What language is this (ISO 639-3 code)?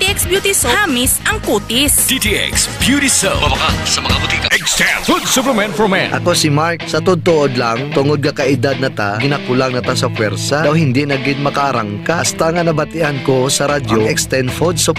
hil